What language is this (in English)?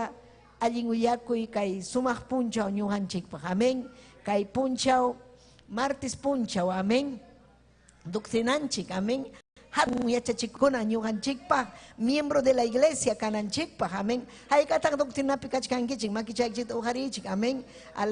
Ayacucho Quechua